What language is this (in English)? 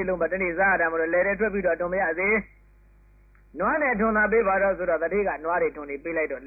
Burmese